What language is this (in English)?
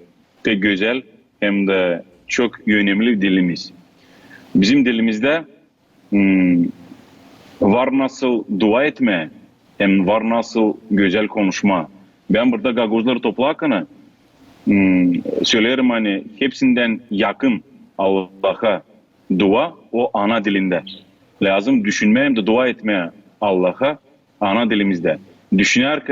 Gagauz